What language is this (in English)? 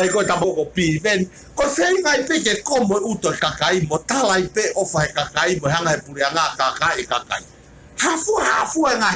Tongan